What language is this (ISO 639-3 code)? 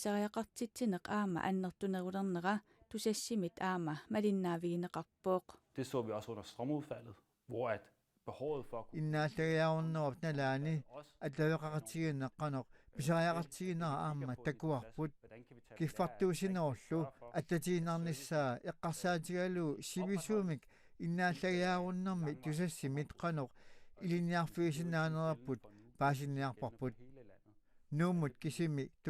kal